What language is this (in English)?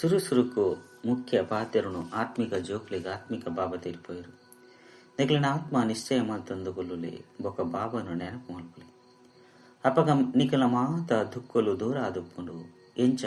Tulu